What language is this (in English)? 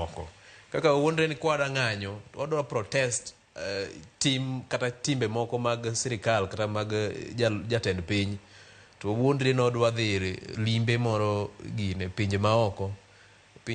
Luo (Kenya and Tanzania)